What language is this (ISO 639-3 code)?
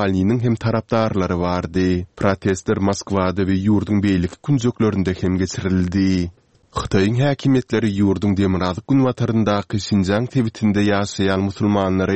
tuk